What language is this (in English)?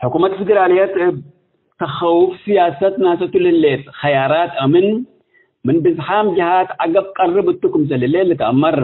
Tigre